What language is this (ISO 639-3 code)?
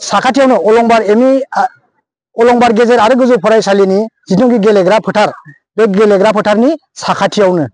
brx